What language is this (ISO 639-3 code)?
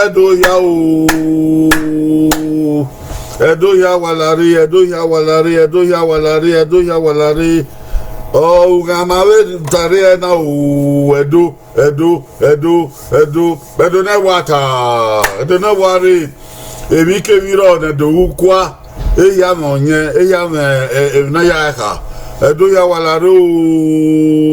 bin